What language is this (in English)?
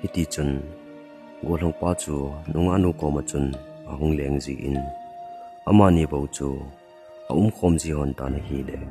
Thado Chin